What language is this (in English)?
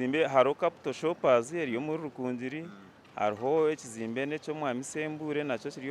Nyankole